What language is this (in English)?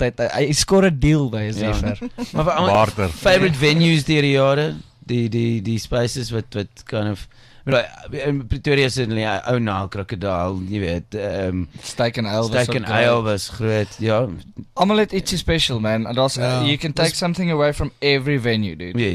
Afrikaans